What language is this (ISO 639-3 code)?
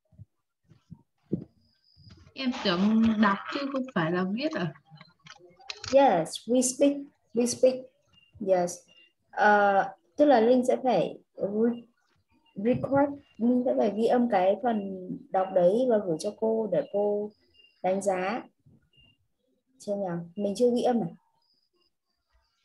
vie